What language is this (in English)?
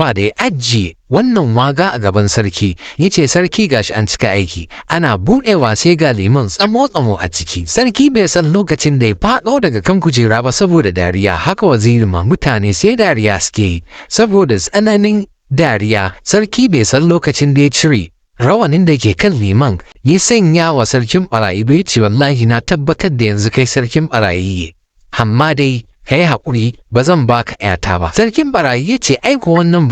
Hausa